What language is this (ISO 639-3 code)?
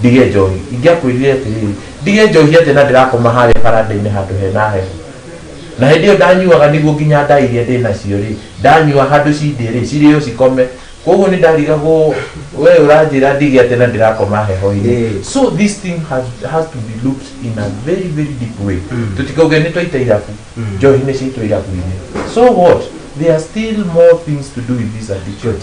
kik